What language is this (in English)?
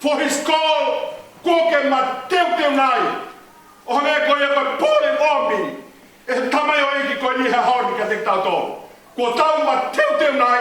Tongan